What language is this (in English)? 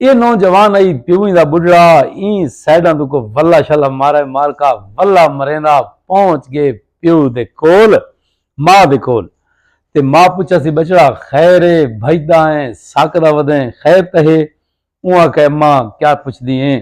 Saraiki